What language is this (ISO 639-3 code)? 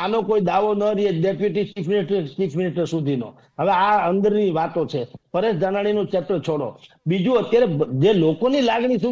guj